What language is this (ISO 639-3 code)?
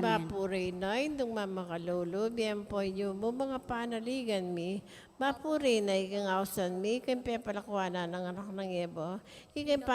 pam